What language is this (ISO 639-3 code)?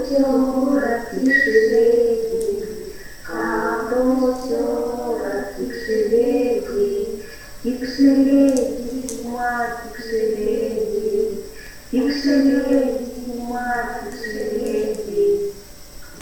myv